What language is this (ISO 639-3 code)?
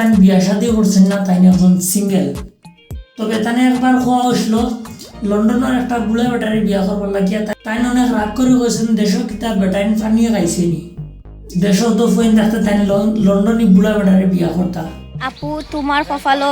syl